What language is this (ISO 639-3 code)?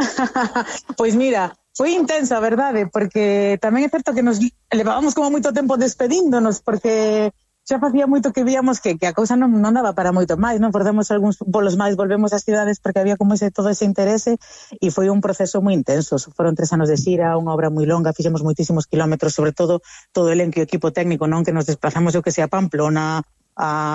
glg